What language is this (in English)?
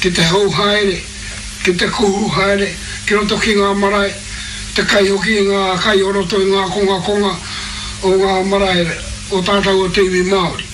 Māori